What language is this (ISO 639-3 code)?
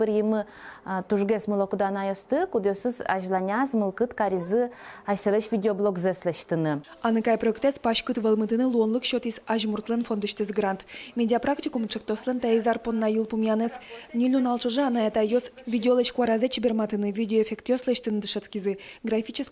udm